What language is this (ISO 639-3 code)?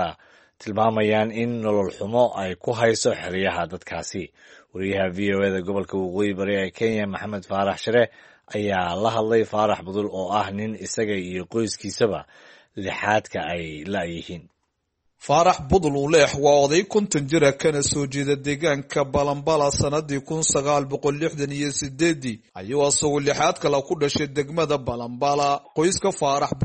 som